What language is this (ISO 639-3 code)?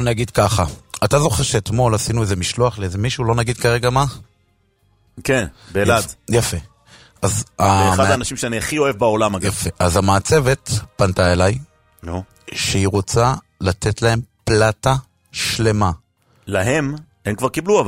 heb